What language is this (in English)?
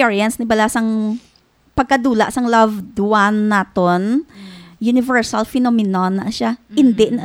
Hiligaynon